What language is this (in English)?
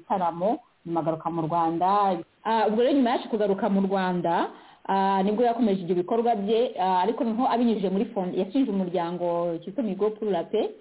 Kinyarwanda